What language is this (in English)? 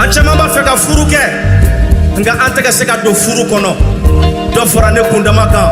Bambara